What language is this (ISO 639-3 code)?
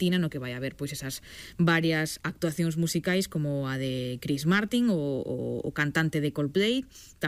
glg